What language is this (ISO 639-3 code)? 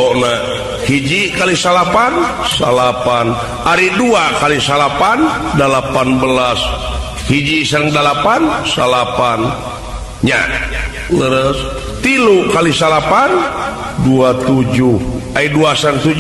sun